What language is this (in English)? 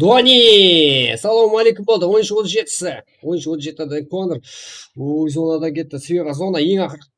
Kara-Kalpak